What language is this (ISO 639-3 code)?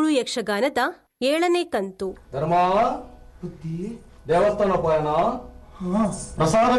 tcy